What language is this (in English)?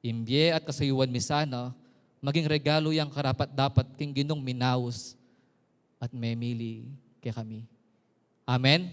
Pampanga